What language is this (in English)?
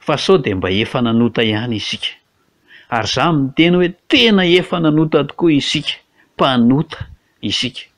Malagasy